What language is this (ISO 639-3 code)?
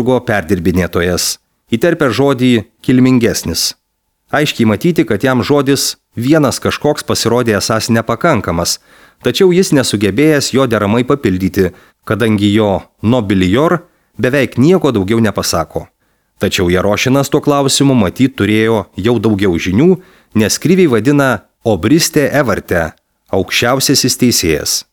lit